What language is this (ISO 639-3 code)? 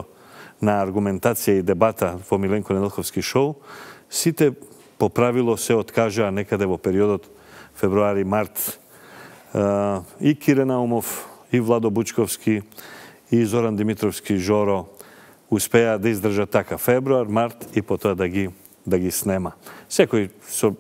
mkd